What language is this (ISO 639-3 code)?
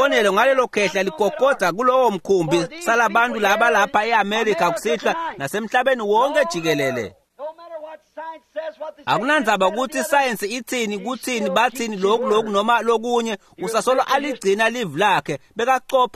ssw